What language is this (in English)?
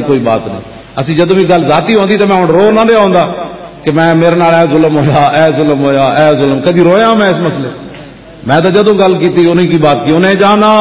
Western Panjabi